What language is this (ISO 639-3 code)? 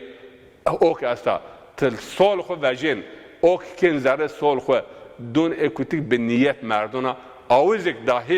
zza